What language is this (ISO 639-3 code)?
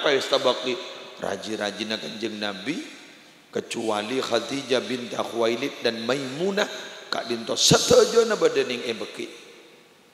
mad